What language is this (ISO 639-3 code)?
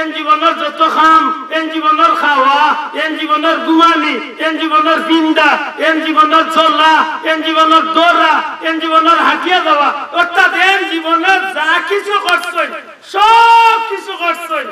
syl